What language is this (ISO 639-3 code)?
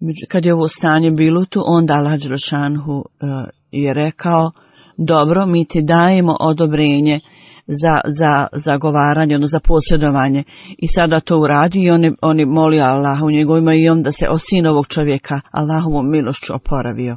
bos